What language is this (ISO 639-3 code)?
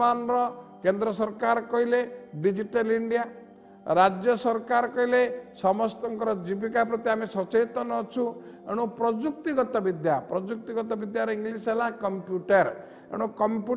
ori